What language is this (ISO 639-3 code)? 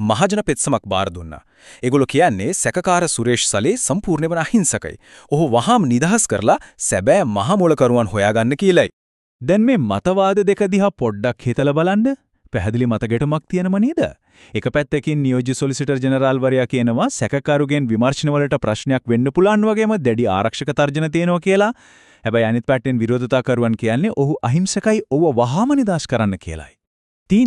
sin